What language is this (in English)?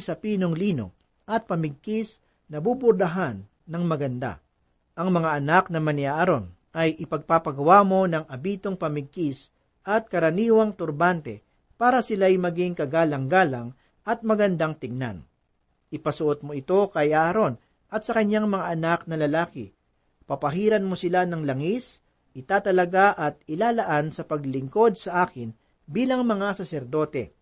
Filipino